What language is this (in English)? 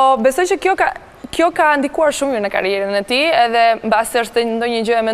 Albanian